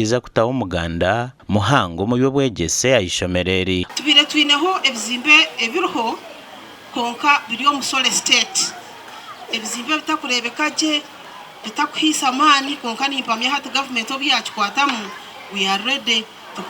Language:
Nyankole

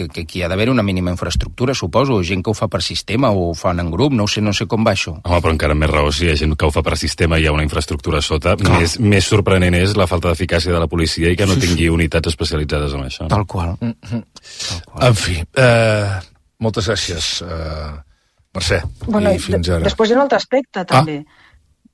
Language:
Catalan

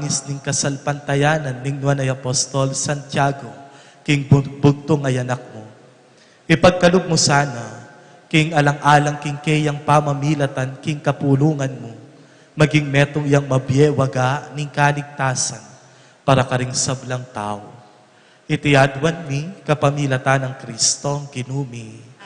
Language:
Pampanga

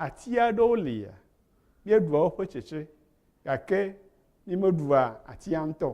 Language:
Ewe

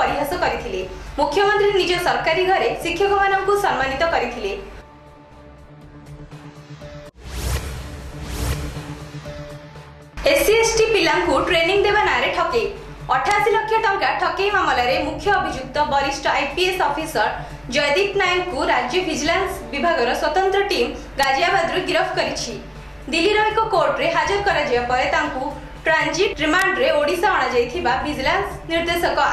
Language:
Odia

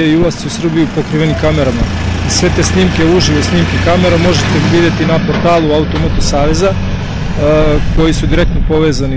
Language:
Serbian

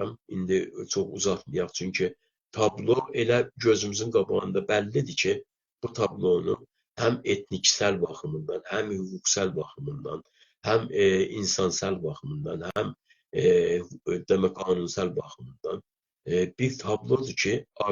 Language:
South Azerbaijani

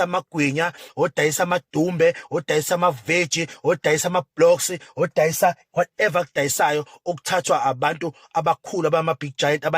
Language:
Zulu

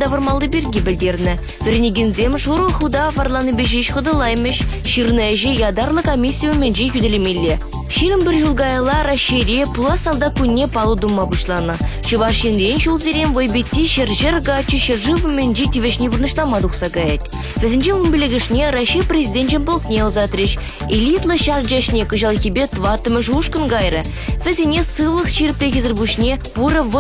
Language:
Chuvash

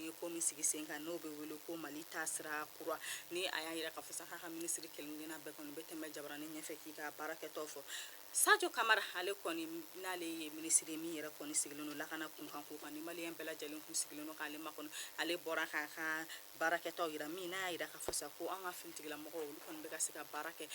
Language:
Bambara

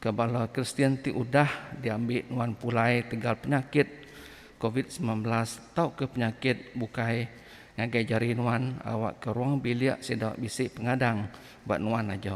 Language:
Iban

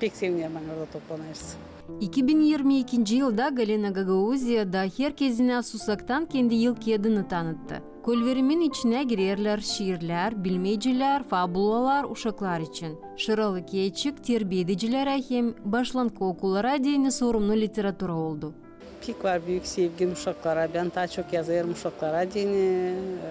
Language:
Gagauz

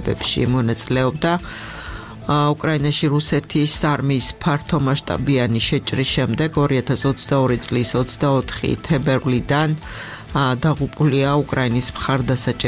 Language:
Georgian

